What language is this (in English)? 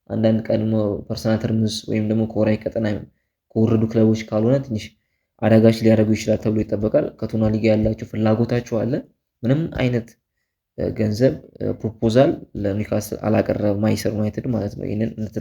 Amharic